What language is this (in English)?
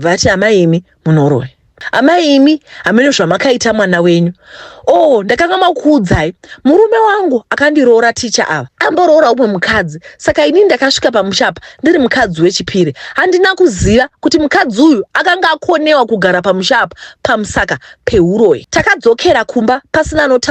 Shona